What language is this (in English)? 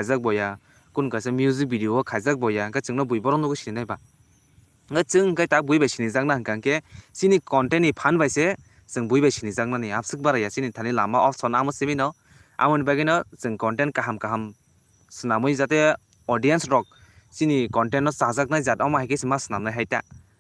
Kok Borok